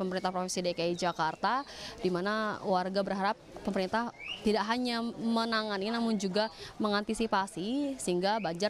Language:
Indonesian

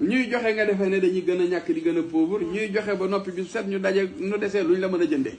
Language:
Wolof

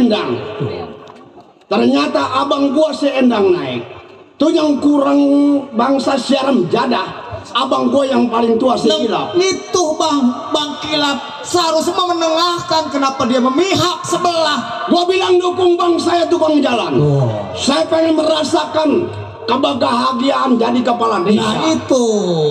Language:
Betawi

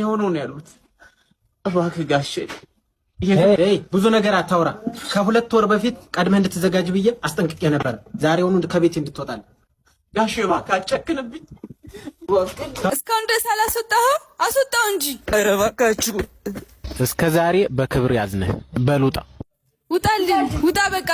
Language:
Amharic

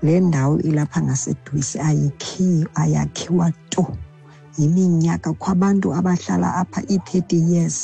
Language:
Xhosa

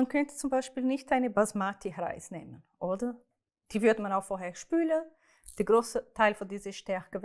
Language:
Swiss German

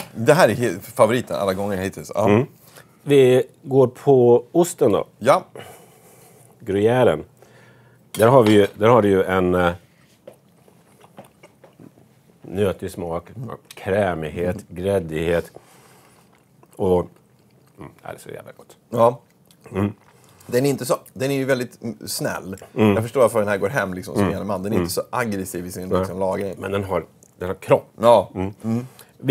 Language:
Swedish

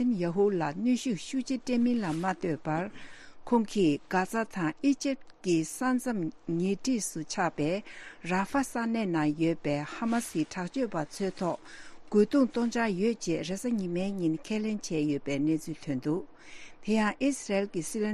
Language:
Tibetan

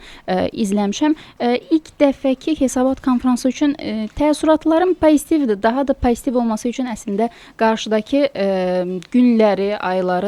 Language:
Azerbaijani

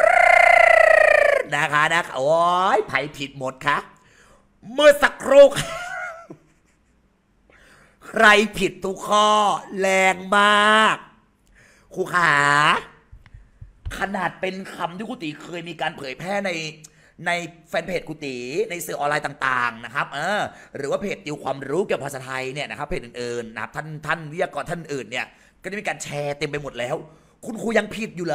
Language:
Thai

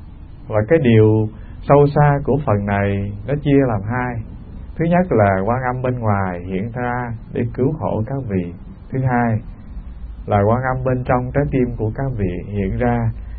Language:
Vietnamese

